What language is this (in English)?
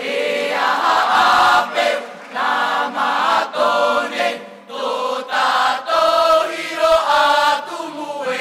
Tahitian